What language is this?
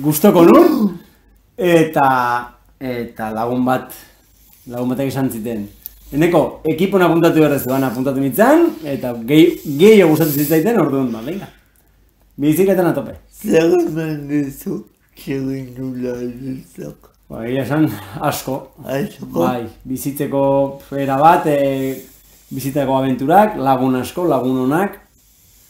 Basque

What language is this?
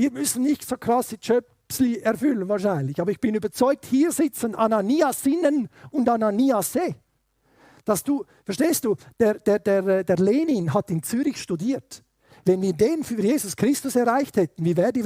Swiss German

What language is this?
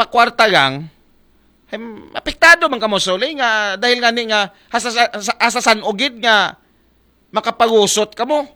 Aklanon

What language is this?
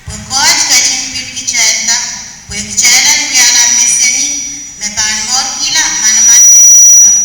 Pohnpeian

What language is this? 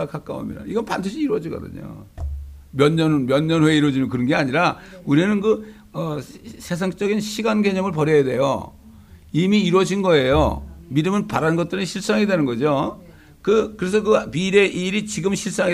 Korean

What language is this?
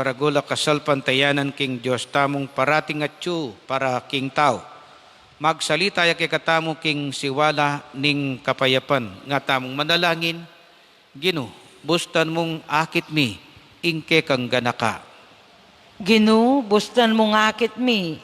Pampanga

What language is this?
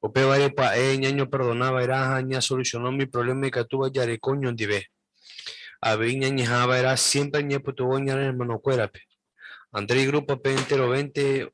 Guarani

